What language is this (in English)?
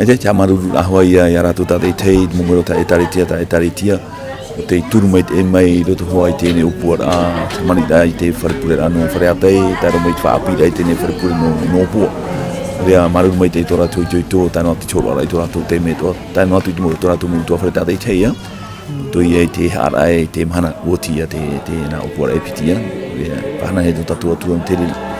Tahitian